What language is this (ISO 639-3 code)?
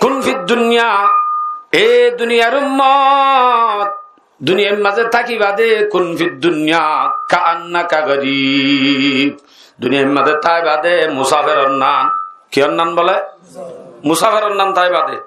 rhg